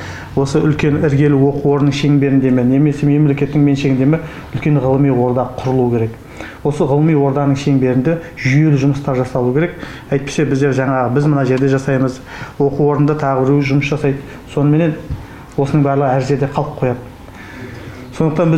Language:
Kazakh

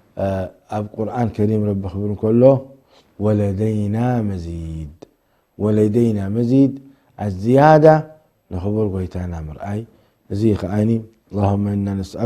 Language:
Tigrinya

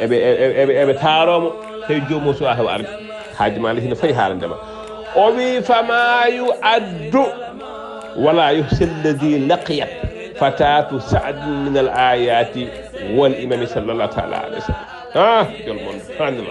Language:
Fula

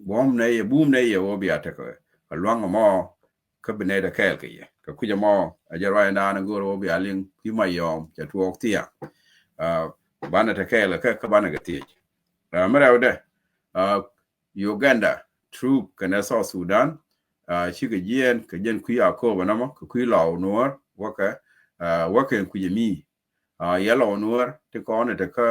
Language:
Nuer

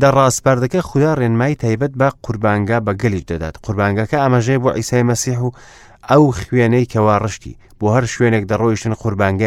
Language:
Central Kurdish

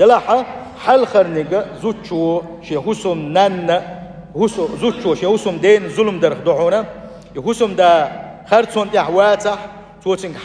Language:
Chechen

